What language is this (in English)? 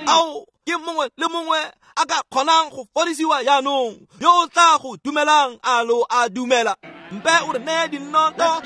Tswana